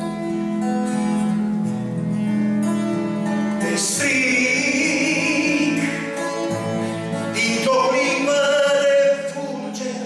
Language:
Romanian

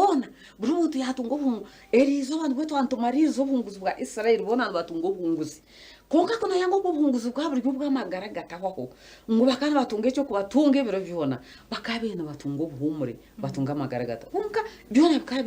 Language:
Nyankole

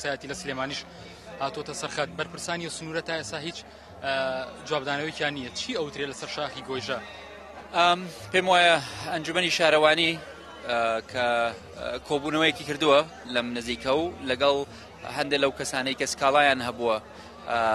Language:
Central Kurdish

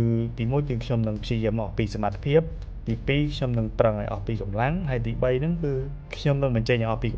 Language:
Khmer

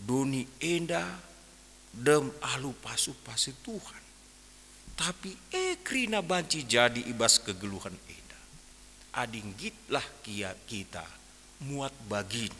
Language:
Batak Karo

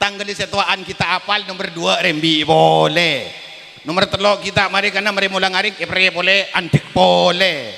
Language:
Madurese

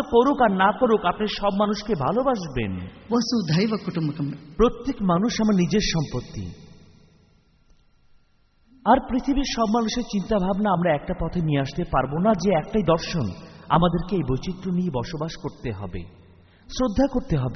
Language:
Bangla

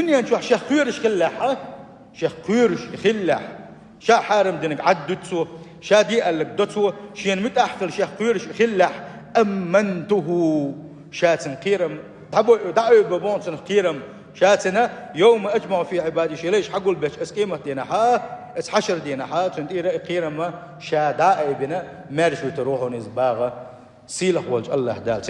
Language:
Chechen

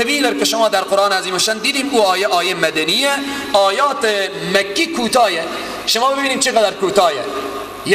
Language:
Persian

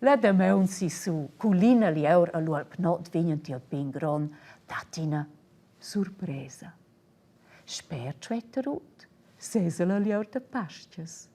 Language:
Romansh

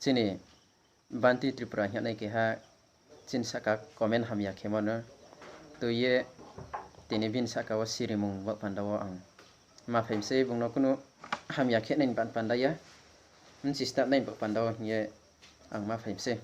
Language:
Riang (India)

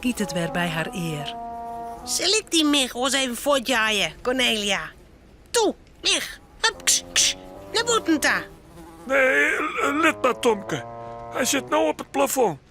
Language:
Western Frisian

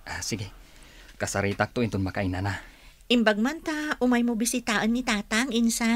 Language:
Iloko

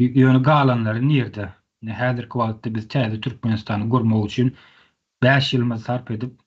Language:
Turkmen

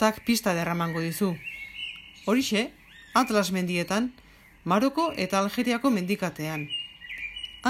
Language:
Basque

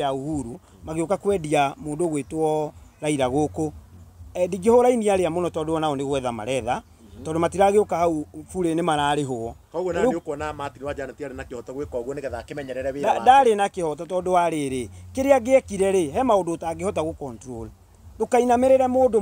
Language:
Kikuyu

